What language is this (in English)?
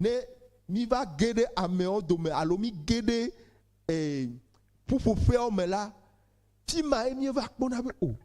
Ewe